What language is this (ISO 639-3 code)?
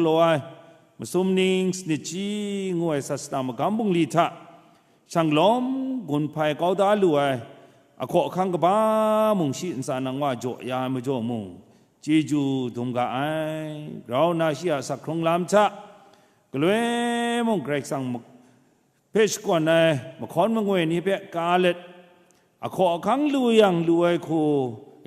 kac